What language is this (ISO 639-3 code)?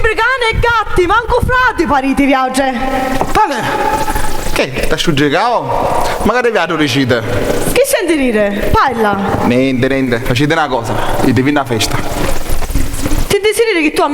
scn